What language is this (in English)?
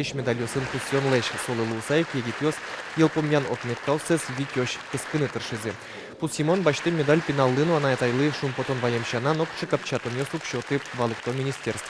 Udmurt